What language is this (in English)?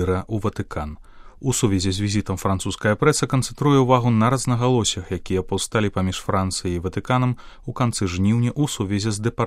Belarusian